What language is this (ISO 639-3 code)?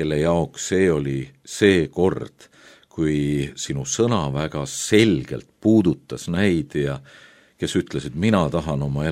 est